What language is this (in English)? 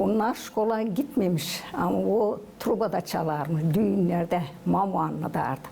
Gagauz